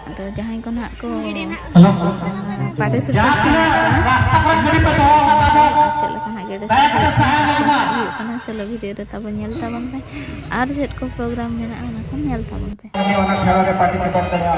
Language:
Santali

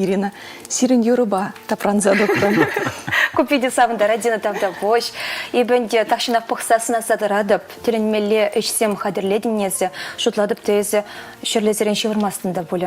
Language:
Chuvash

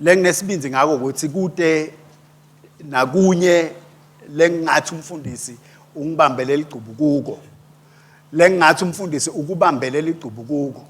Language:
Swati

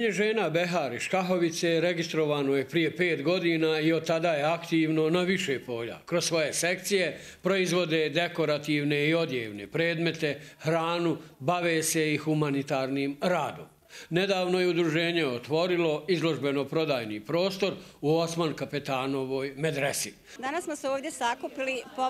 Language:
Bosnian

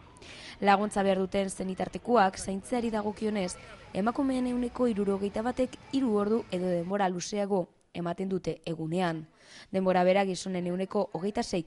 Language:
Basque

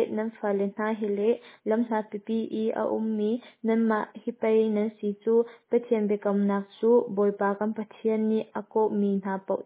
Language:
Hakha Chin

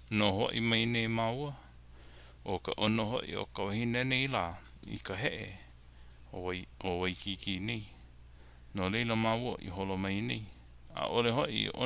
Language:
Hawaiian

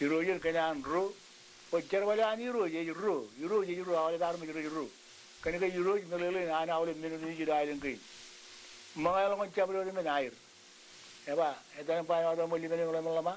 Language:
Marshallese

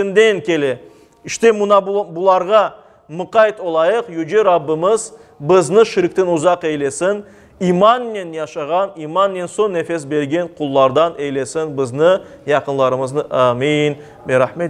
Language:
Crimean Tatar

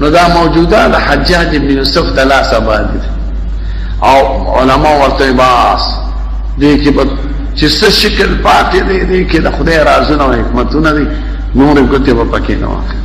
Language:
Pashto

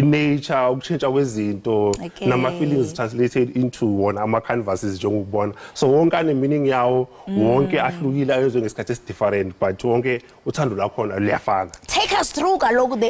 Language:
Zulu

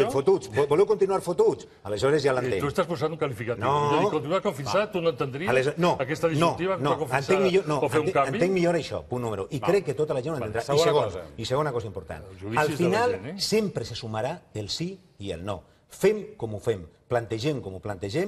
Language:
Catalan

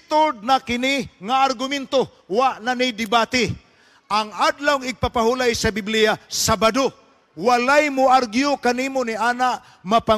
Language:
Cebuano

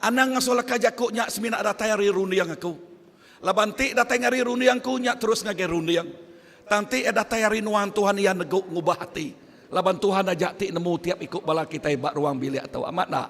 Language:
Iban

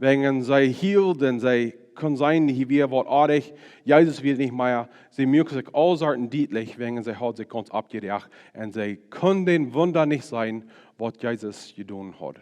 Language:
Plautdietsch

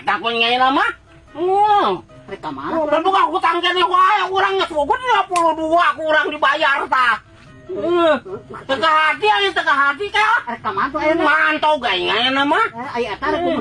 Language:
Sundanese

